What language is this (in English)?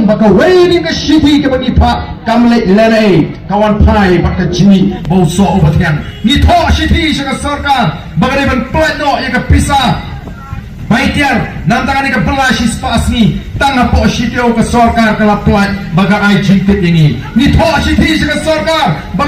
Khasi